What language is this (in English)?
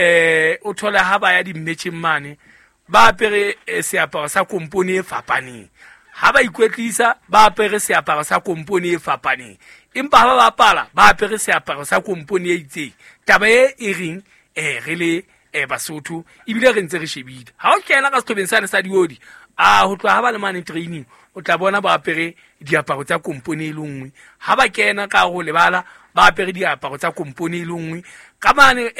Southern Sotho